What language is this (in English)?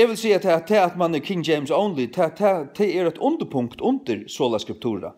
Faroese